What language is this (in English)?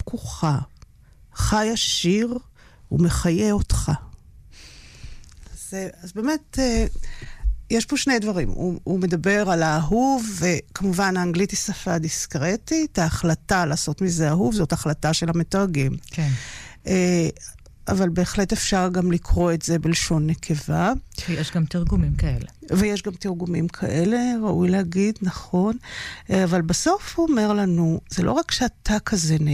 Hebrew